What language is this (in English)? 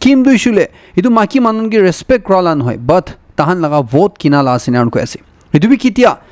Naga Pidgin